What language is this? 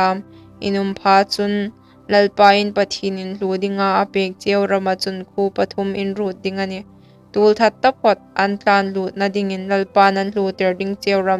Hmar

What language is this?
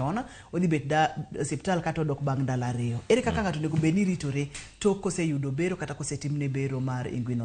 Luo (Kenya and Tanzania)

